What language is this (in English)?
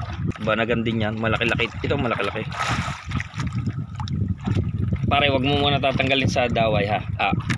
Filipino